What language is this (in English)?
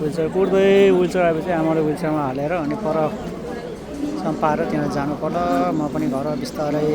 Nepali